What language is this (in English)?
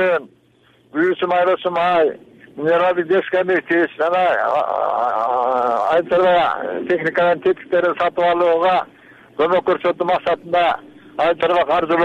Kyrgyz